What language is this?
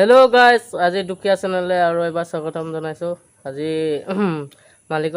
Assamese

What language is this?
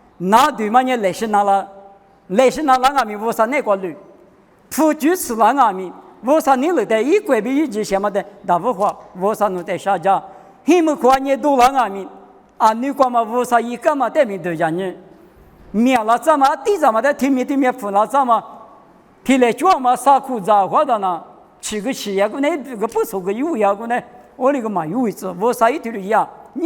Lisu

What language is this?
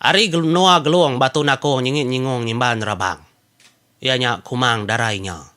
Iban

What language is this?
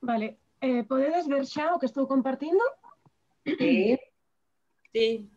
Galician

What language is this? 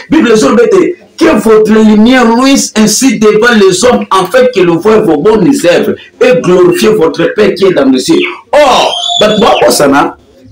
Lingala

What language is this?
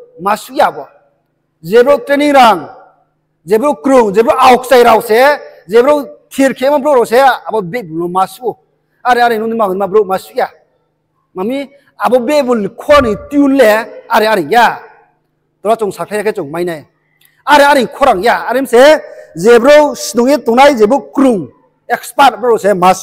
Riang (India)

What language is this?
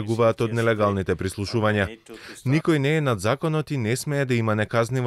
Macedonian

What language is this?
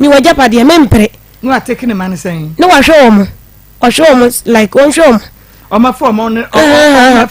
Akan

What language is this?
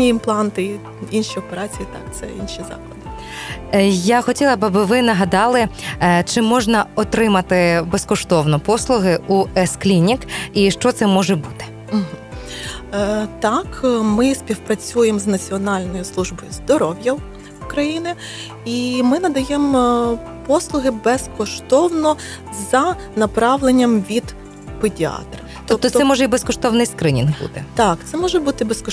Ukrainian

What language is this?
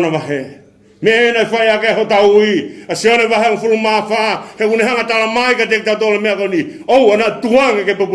Tongan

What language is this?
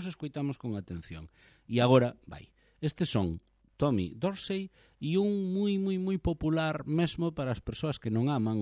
Galician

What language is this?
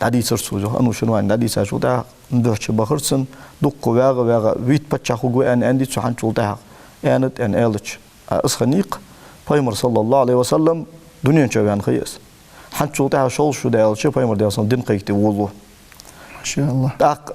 Ingush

